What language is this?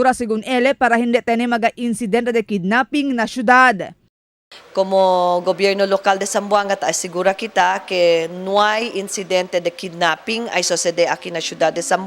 Chavacano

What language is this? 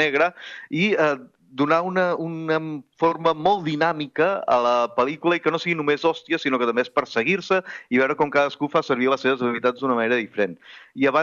Catalan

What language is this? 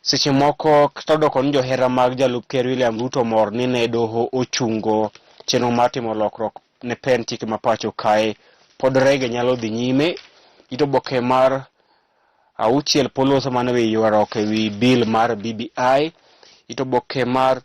Luo (Kenya and Tanzania)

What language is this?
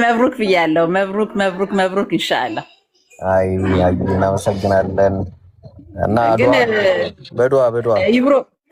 Amharic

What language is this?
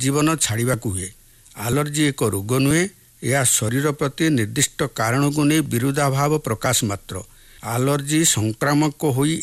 Odia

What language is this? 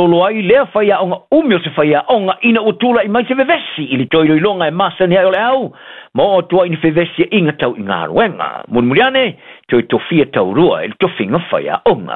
Samoan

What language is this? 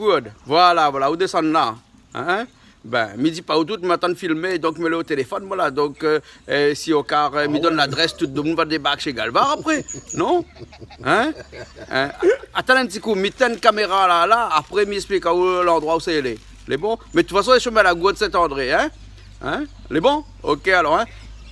Réunion Creole French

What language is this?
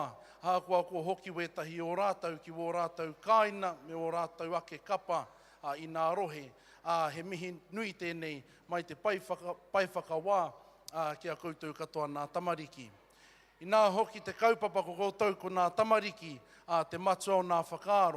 Māori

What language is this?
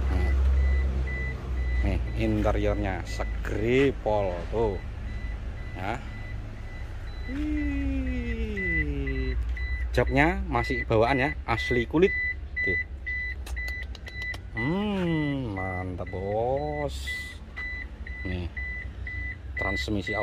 Indonesian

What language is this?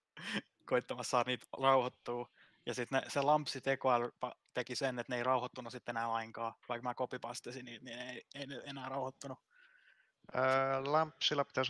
Finnish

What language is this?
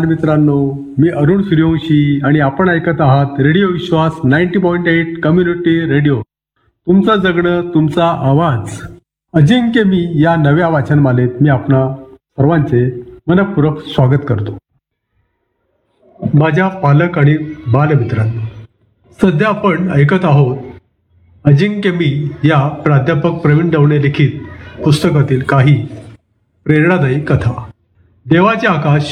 Marathi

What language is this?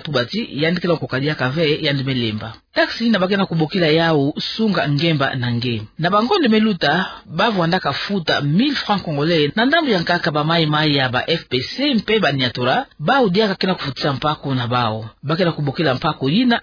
Kituba (Democratic Republic of Congo)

